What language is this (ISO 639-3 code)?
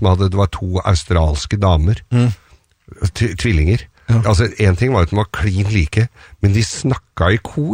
nor